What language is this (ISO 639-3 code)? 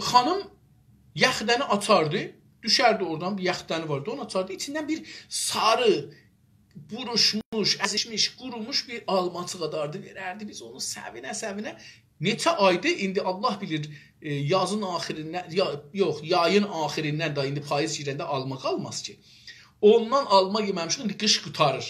azb